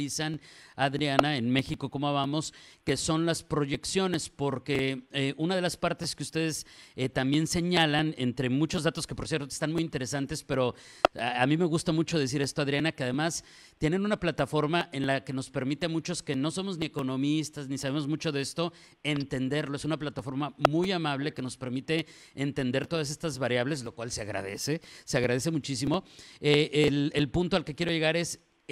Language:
Spanish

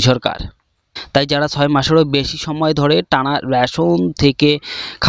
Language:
Bangla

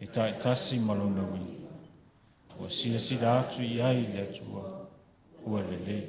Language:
Samoan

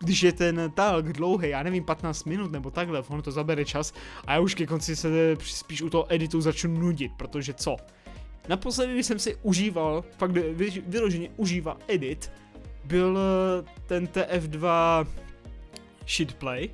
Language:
Czech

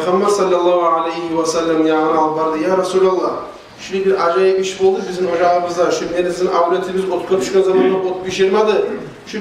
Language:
Kumyk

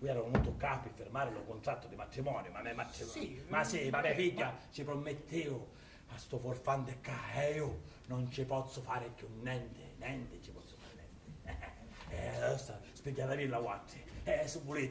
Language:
Sicilian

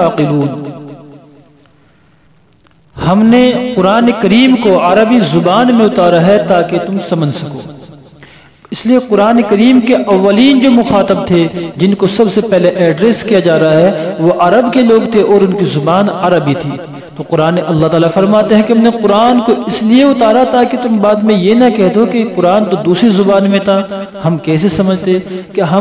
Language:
Urdu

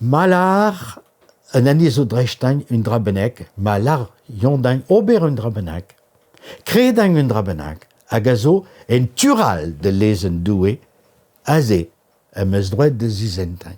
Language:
Breton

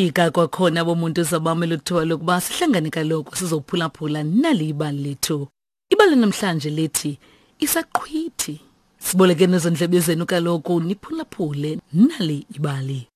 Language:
Xhosa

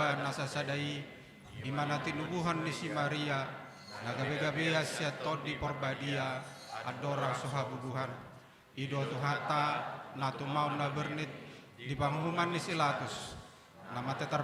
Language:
Batak Toba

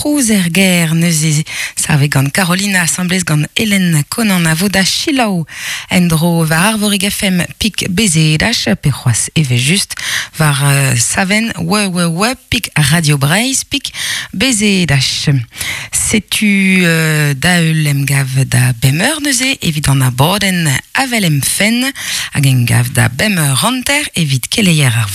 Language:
Breton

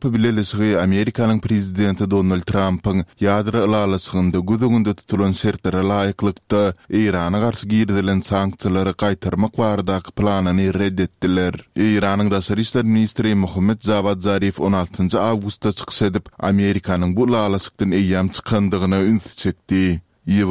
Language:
Turkmen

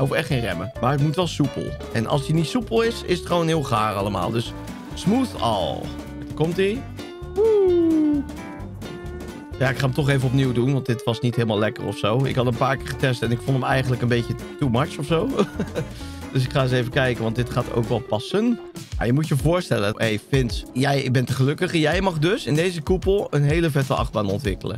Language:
Dutch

